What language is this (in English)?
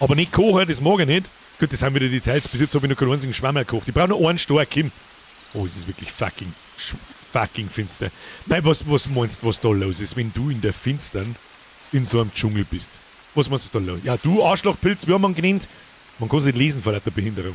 Bavarian